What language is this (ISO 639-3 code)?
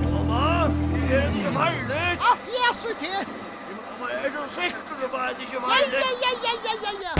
fao